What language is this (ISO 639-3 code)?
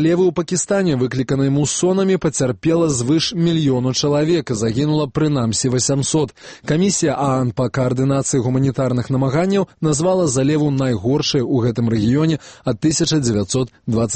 bel